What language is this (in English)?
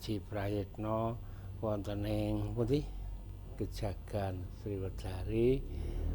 Javanese